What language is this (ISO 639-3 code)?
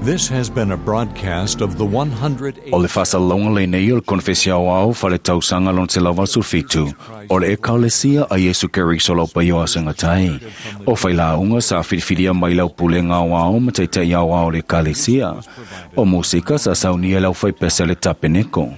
smo